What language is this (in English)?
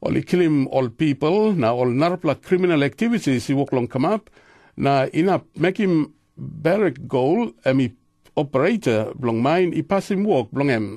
Tok Pisin